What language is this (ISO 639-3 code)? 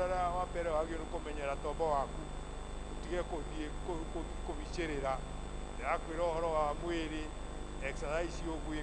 kik